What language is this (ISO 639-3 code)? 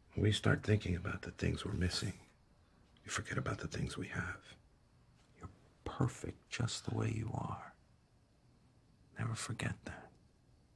eng